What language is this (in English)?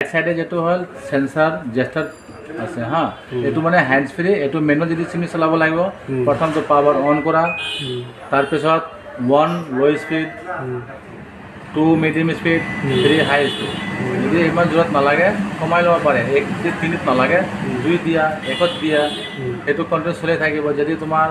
Assamese